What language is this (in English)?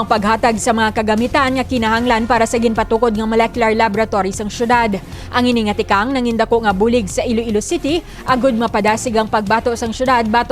Hiligaynon